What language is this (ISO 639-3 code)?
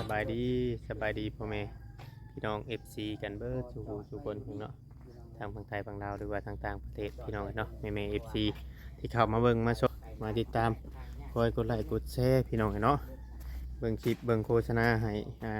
tts